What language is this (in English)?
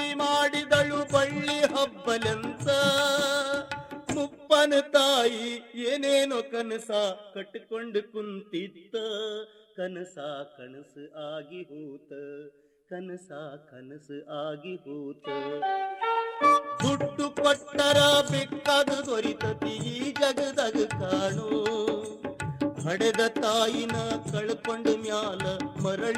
Kannada